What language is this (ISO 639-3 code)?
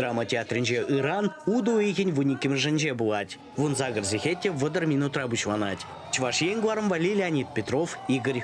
chv